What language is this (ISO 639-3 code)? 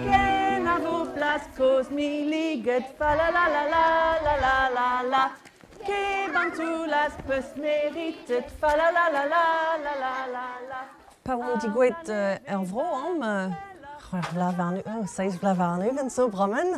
bre